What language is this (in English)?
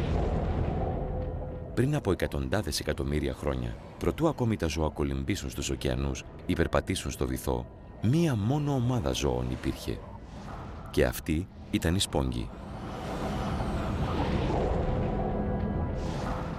Greek